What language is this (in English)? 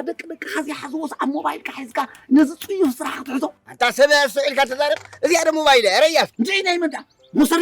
Tigrinya